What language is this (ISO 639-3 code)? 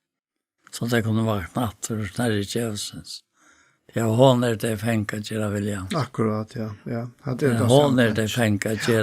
fao